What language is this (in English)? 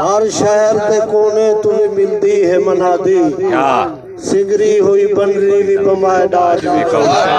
Saraiki